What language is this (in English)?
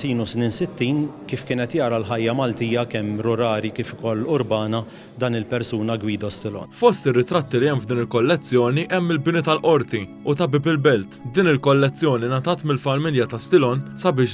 Maltese